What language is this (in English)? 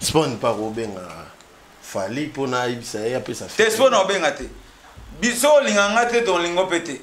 Lingala